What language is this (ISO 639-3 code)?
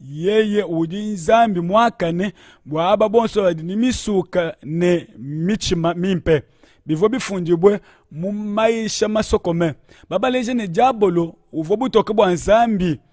lua